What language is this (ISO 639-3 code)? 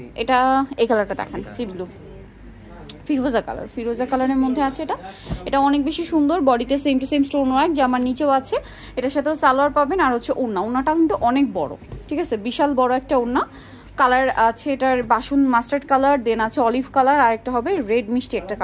ben